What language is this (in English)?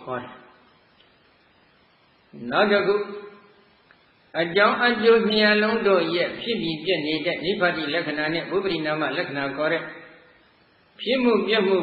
Burmese